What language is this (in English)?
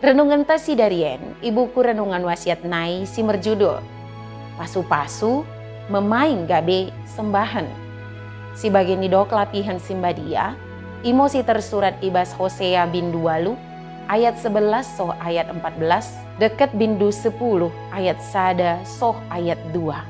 Batak Dairi